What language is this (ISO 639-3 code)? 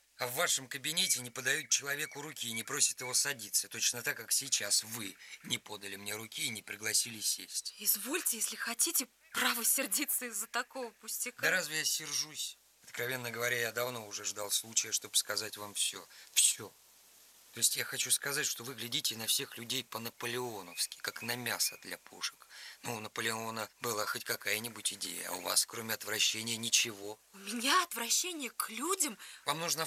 rus